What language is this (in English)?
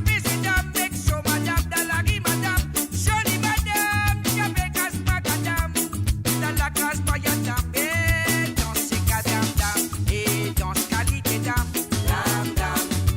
Morisyen